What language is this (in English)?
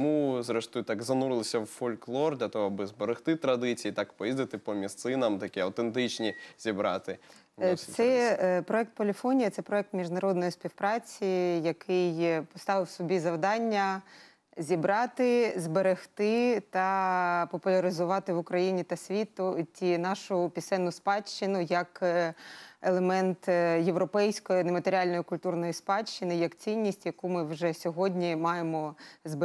Ukrainian